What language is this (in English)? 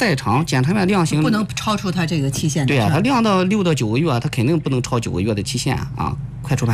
Chinese